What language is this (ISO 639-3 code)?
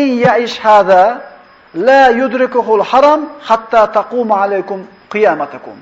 uzb